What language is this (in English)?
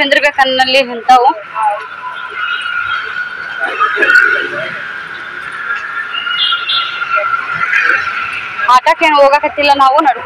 Kannada